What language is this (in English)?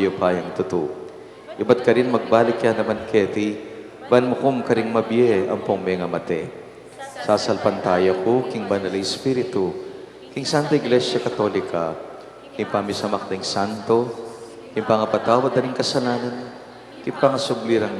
Pampanga